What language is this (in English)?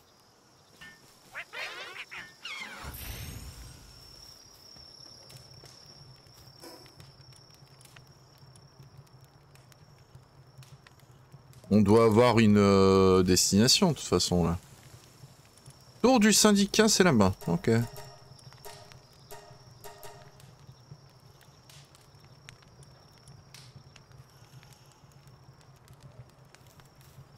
French